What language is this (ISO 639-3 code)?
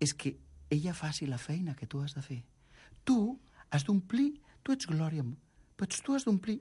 cat